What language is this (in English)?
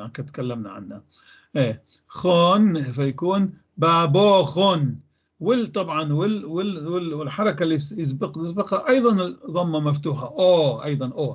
North Levantine Arabic